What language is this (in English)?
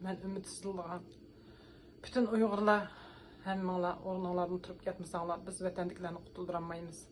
Uyghur